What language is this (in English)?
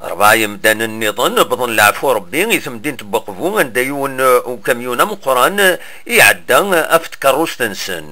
Kabyle